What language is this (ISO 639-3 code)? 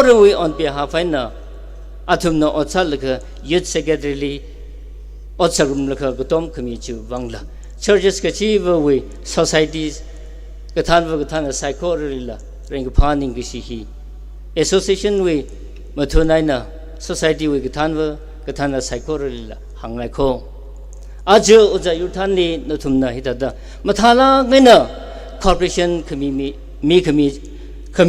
nmf